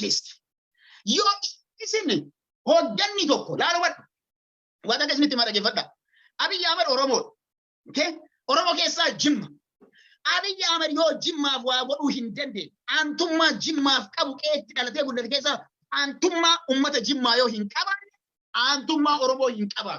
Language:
Oromo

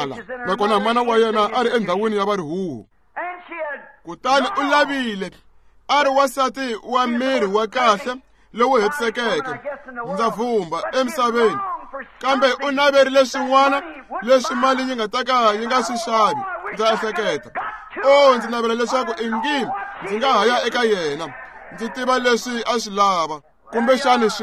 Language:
Tsonga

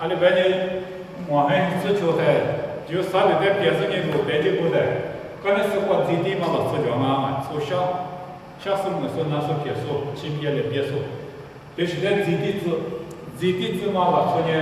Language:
Lisu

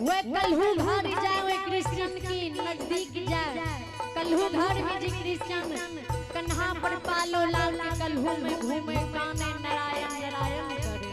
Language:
Maithili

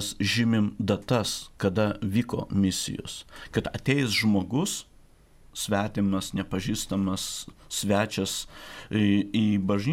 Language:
Lithuanian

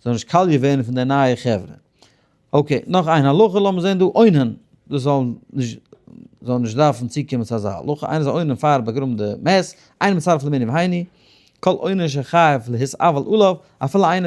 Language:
Yiddish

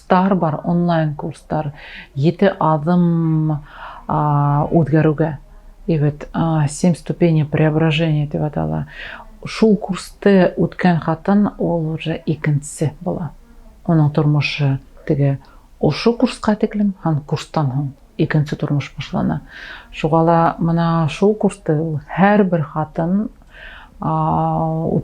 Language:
Bashkir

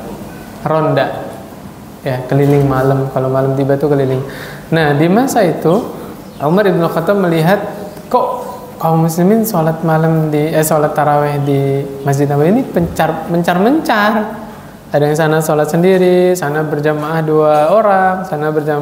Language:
Indonesian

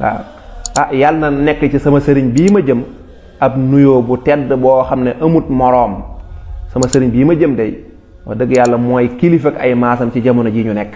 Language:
Wolof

